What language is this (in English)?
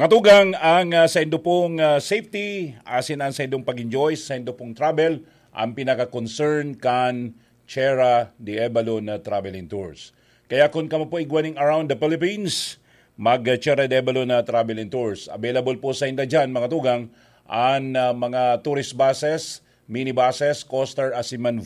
Bikol